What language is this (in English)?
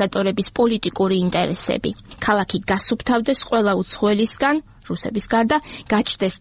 Georgian